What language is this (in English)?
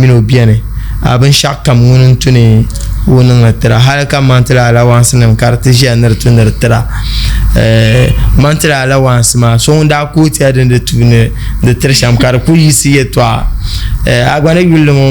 Dagbani